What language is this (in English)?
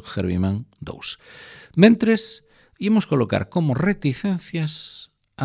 Galician